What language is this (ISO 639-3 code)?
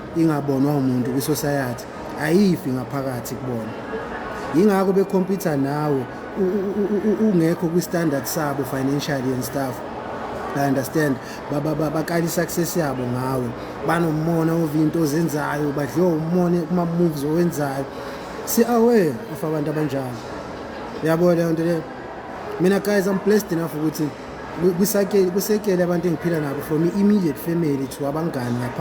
zul